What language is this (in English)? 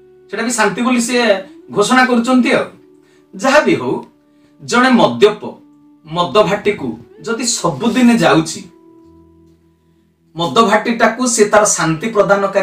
Odia